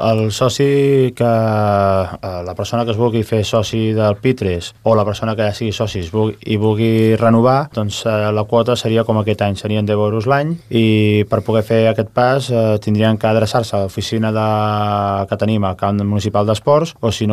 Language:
Catalan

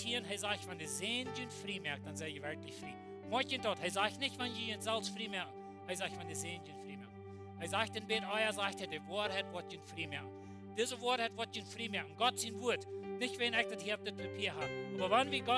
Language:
Plautdietsch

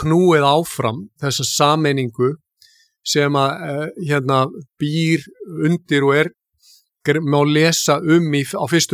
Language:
Icelandic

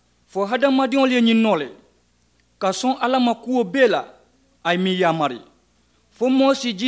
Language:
Mandingo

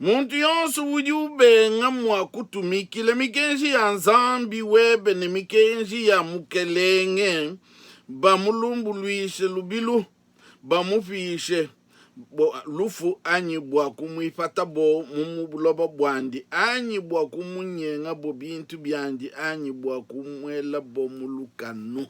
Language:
Luba-Lulua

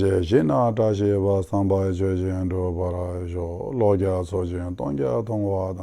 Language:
Ladakhi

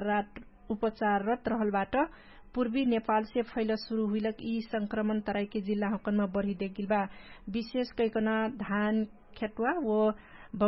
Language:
Dangaura Tharu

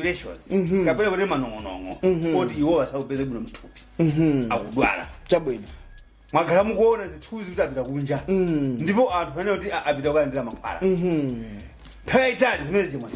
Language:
Nyanja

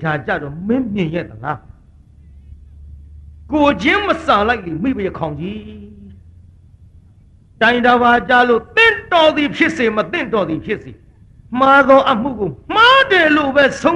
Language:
Burmese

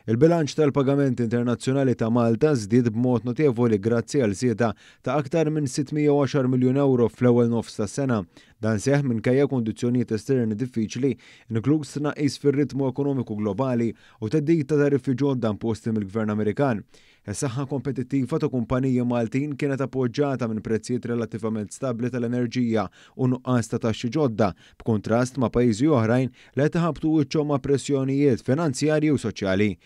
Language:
Maltese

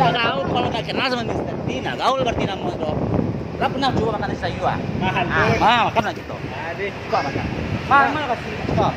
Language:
Minangkabau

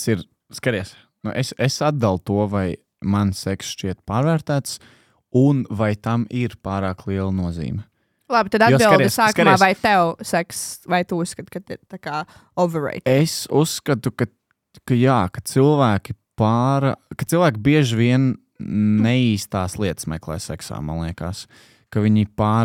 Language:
Latvian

